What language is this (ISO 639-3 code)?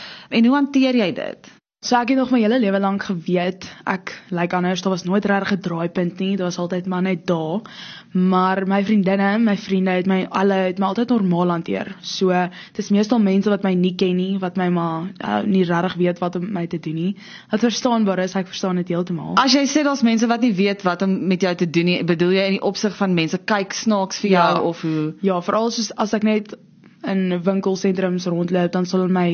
afr